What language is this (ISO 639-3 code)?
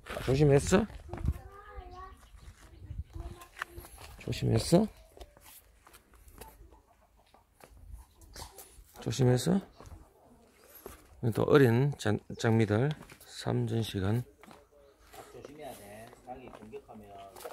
kor